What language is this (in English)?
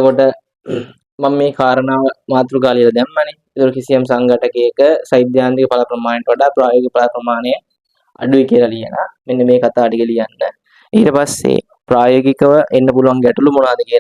Sinhala